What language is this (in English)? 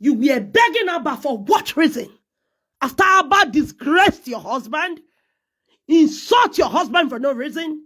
Nigerian Pidgin